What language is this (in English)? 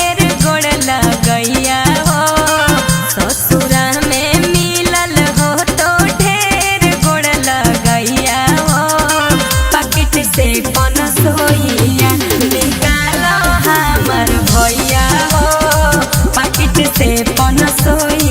Magahi